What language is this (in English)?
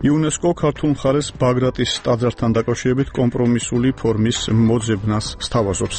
Georgian